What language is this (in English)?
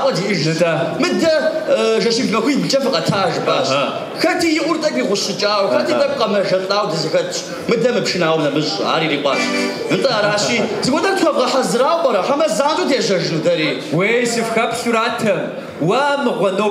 Kabardian